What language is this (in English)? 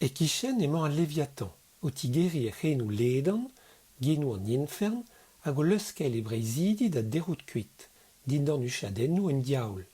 Breton